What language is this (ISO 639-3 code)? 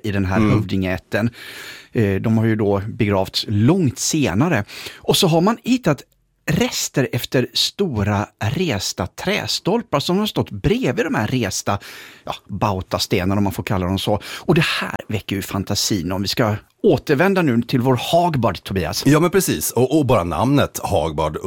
swe